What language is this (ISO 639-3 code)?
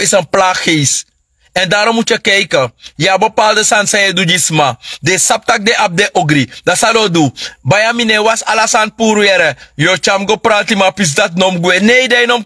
srn